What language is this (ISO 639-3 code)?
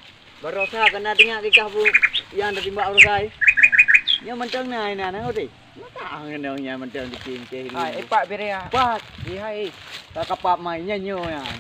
ace